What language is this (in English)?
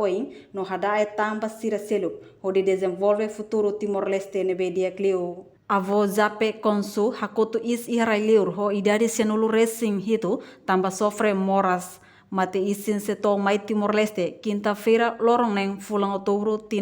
Tetum